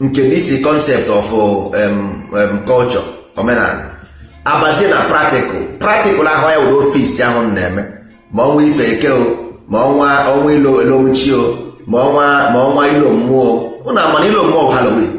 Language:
Igbo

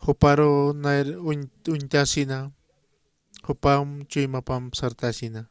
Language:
Aymara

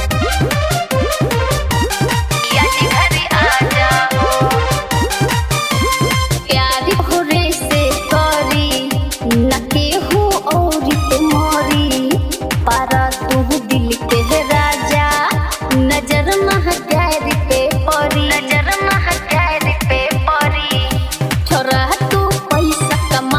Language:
Bhojpuri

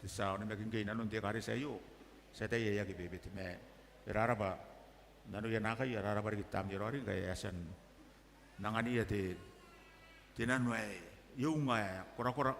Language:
Gilbertese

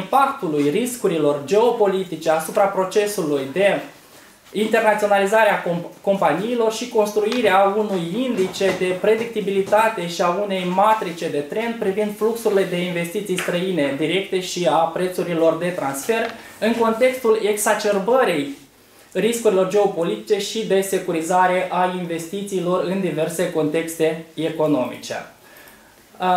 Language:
Romanian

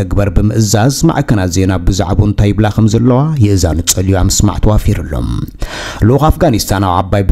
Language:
Tigrinya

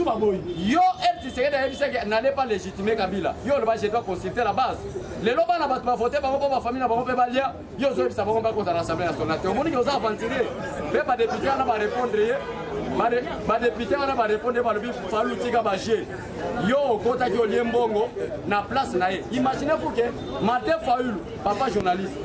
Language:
Lingala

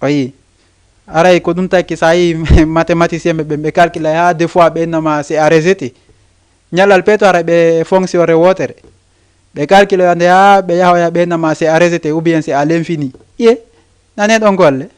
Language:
Fula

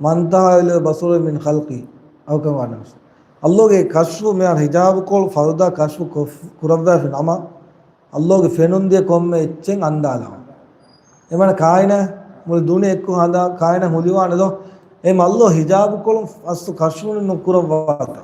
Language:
Divehi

